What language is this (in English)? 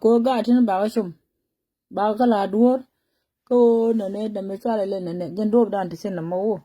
Nuer